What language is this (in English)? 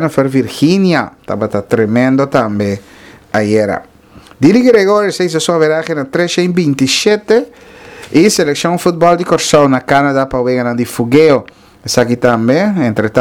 Papiamento